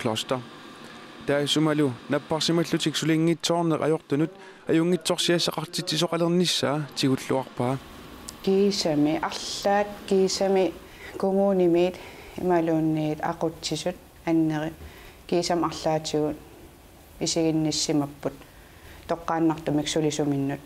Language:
Kalaallisut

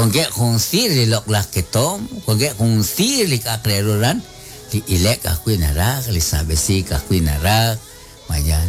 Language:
Kekchí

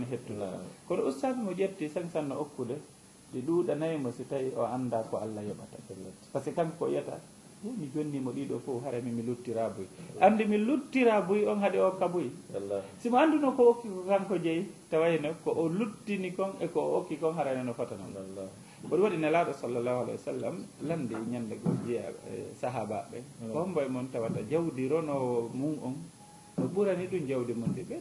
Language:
Fula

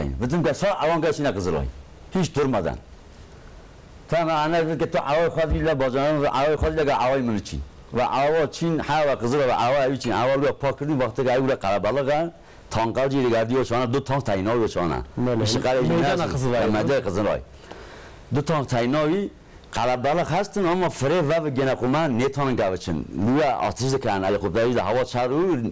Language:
Kurdish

